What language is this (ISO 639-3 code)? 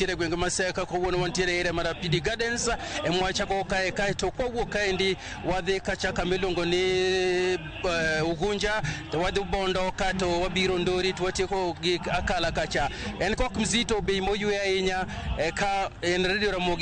luo